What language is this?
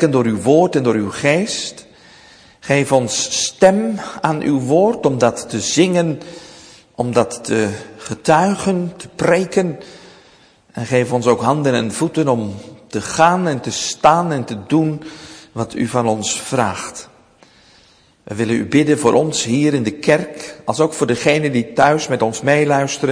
Dutch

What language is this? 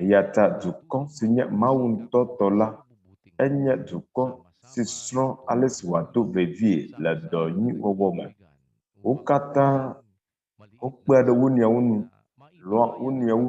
Ewe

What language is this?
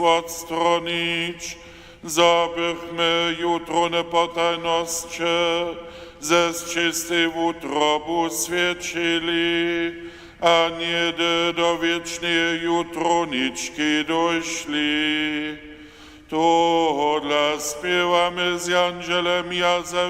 Upper Sorbian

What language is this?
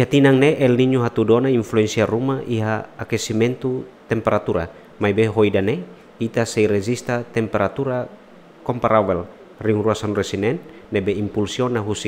Tetum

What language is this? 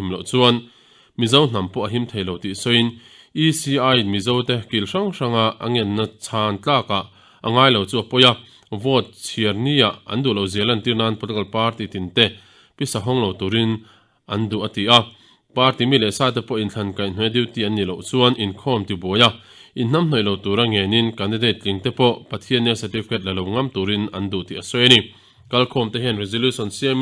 Mizo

